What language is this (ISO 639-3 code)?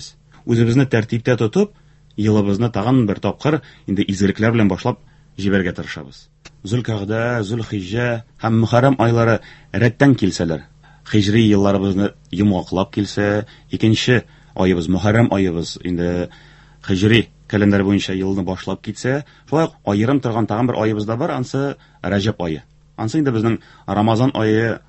tat